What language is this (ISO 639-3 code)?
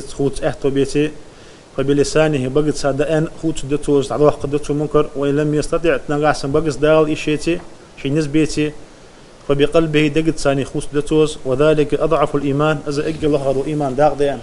inh